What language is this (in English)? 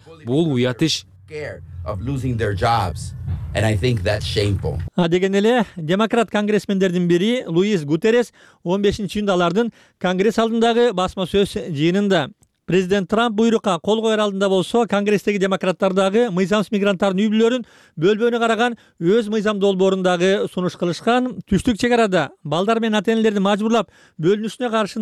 Kyrgyz